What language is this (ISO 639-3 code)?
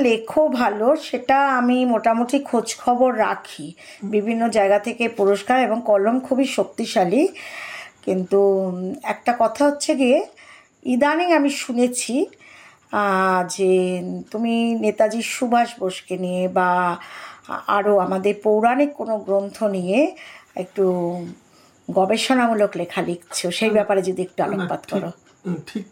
ben